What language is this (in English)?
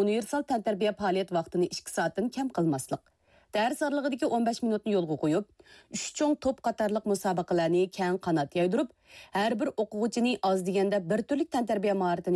Uyghur